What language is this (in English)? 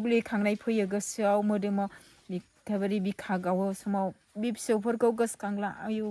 Bodo